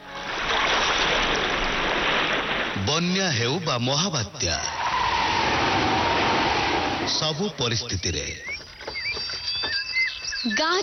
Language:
Odia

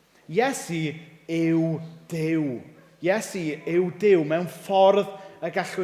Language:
Welsh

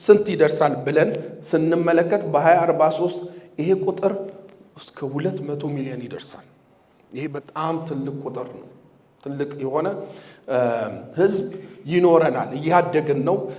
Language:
Amharic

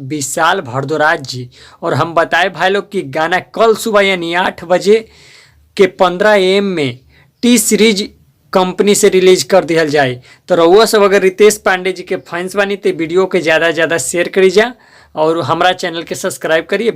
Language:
Bhojpuri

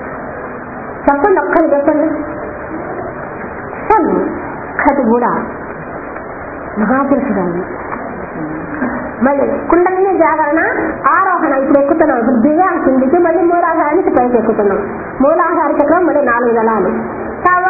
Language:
Telugu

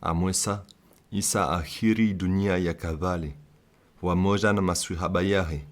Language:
Comorian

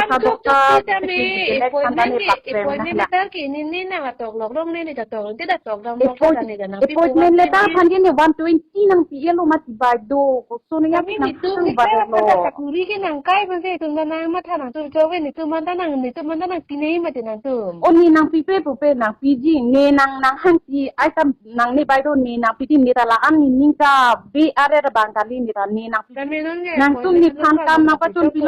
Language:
Karbi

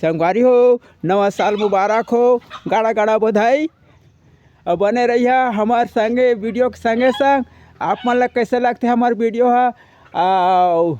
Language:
Chhattisgarhi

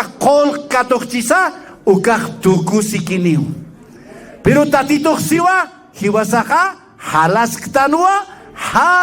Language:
Aymara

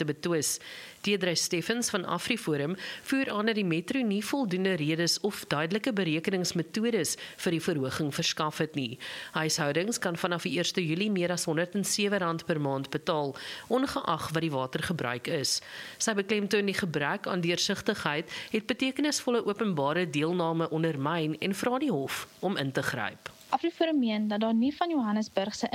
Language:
Afrikaans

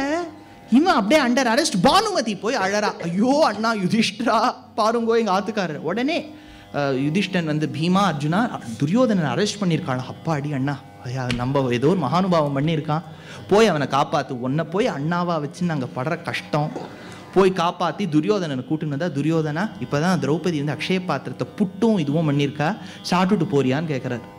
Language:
Tamil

